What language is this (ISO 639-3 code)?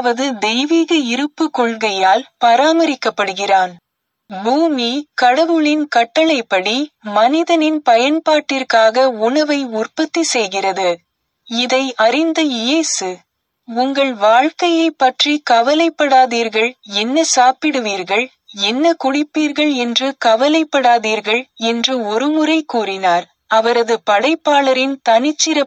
tam